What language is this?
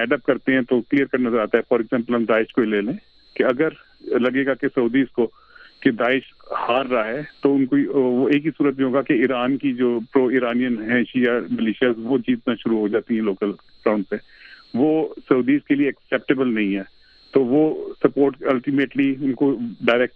Urdu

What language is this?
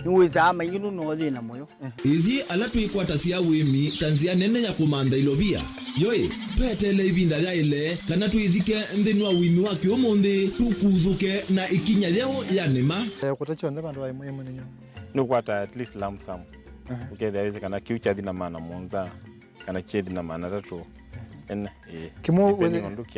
Kamba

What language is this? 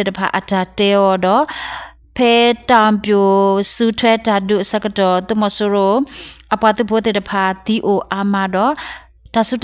S'gaw Karen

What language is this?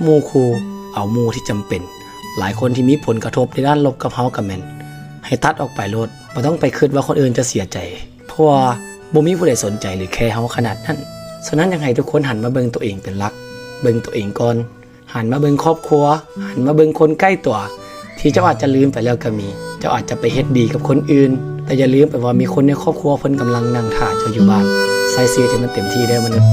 Lao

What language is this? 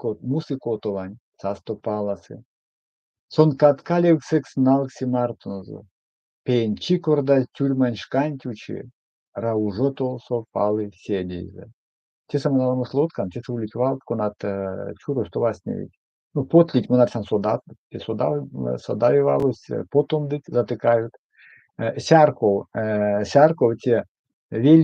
Erzya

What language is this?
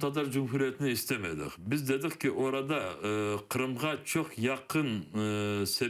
Crimean Tatar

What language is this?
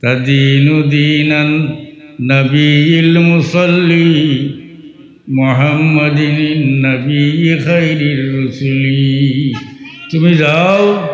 Sylheti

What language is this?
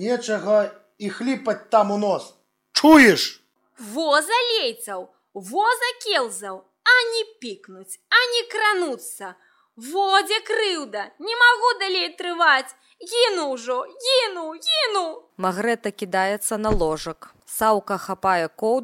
Belarusian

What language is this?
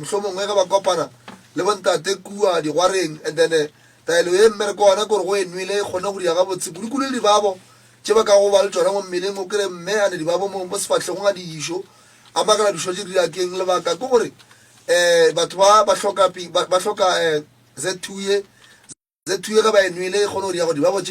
Northern Sotho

